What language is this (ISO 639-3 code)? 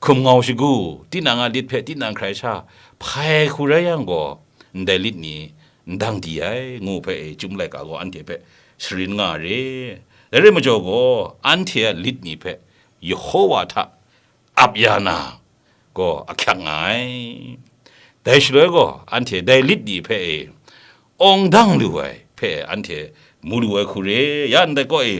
kac